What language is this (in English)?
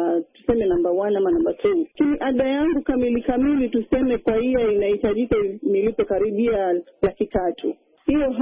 Swahili